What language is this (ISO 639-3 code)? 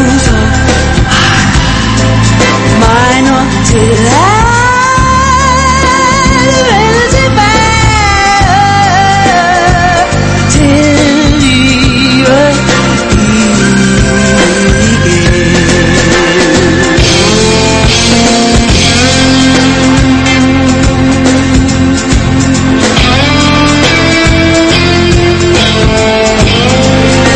dan